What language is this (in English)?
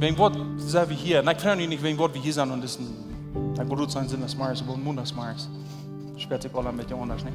Plautdietsch